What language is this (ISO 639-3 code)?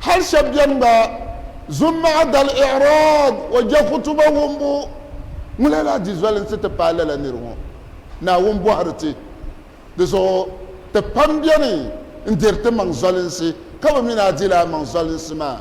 dag